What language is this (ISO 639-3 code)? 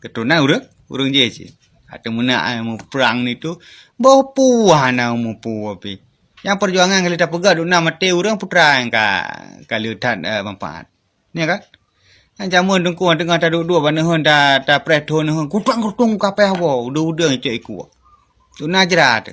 ace